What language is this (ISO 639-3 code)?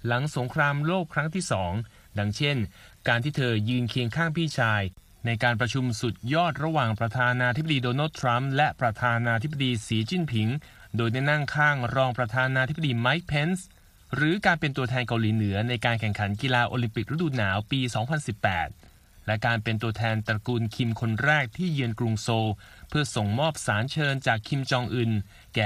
tha